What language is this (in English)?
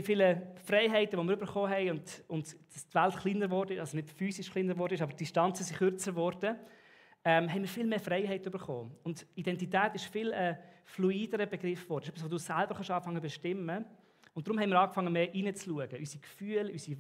Swiss German